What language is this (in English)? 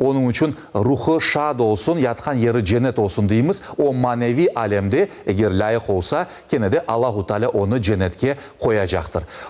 Crimean Tatar